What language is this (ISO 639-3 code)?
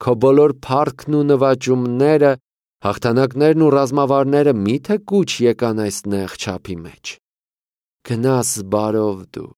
hye